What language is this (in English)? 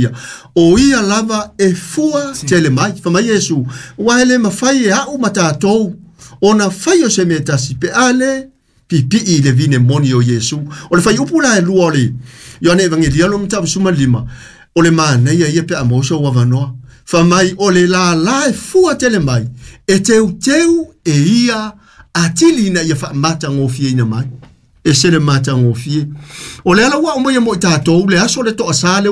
Samoan